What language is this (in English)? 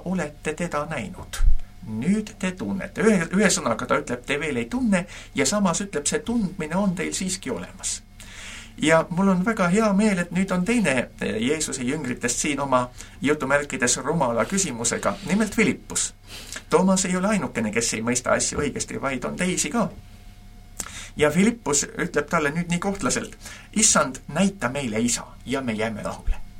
Estonian